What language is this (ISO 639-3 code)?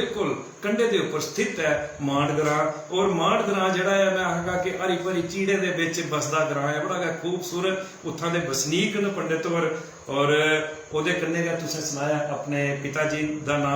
doi